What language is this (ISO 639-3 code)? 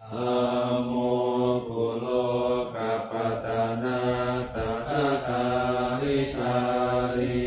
pli